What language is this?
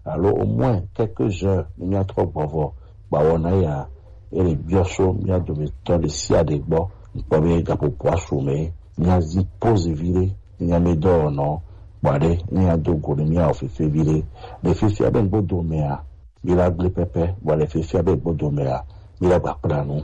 Gen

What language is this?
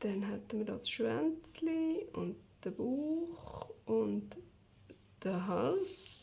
Swiss German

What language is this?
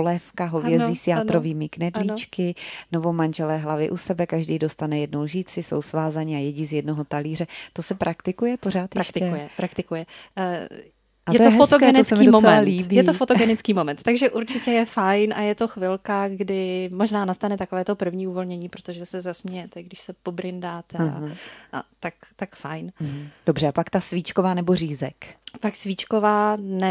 Czech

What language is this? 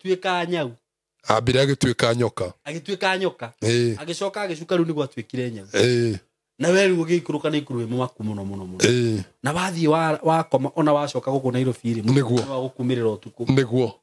Kikuyu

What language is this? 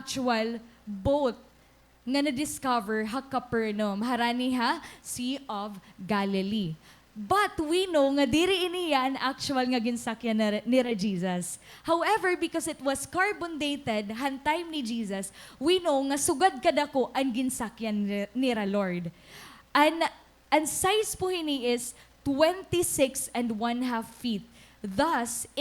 Waray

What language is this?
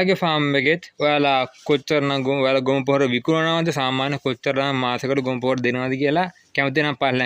Sinhala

